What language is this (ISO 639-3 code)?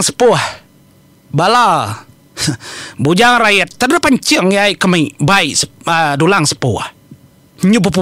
iba